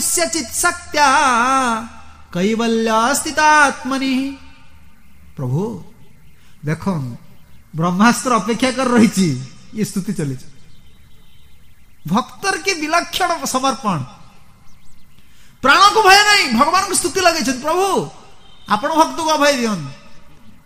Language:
Odia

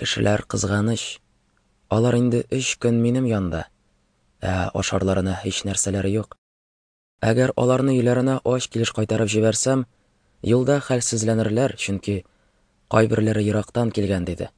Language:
Tatar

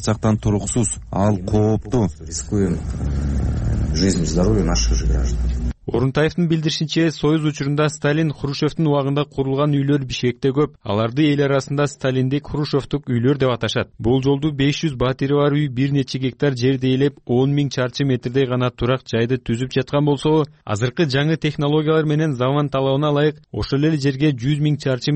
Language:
Kyrgyz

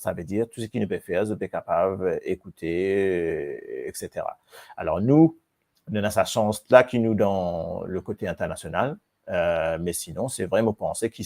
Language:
Morisyen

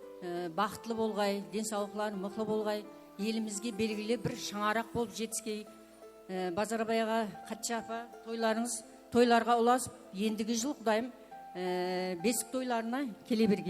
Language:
Kara-Kalpak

